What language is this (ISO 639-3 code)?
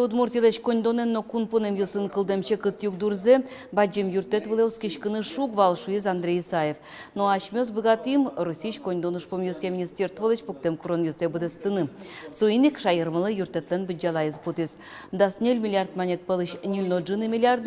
udm